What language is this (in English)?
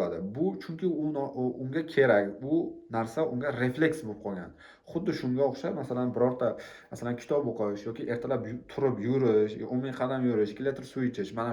Uzbek